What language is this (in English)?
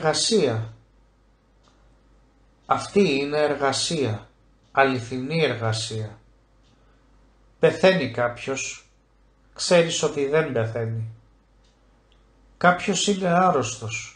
Greek